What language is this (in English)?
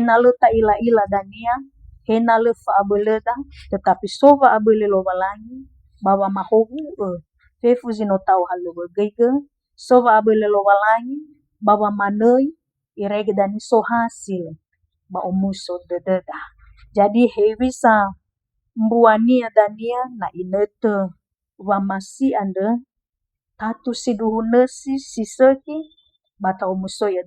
Nias